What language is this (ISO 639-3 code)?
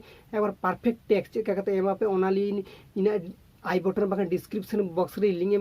sat